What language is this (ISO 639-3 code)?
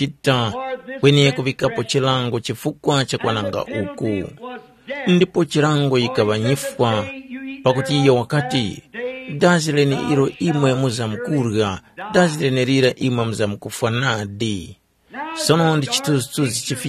tum